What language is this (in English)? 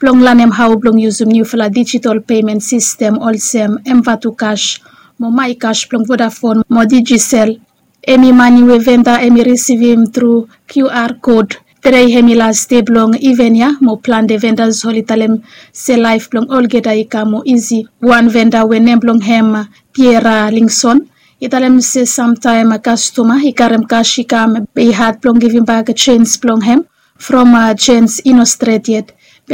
Bislama